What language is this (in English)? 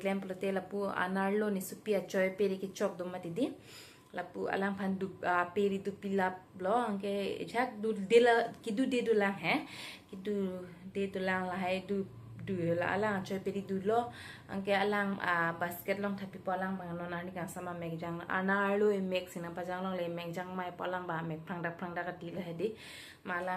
Karbi